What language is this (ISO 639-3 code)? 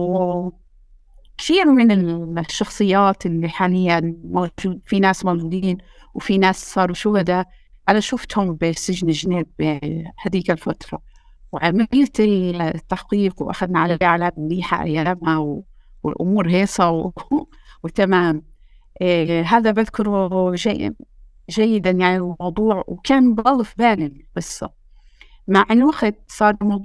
apc